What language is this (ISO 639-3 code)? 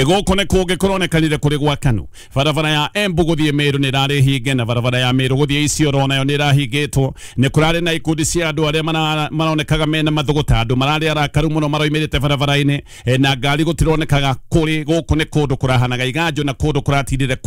kik